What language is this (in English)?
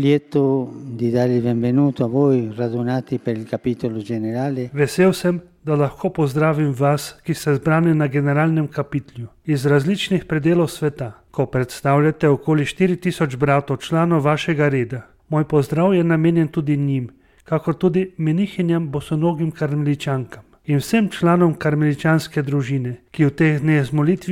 Slovenian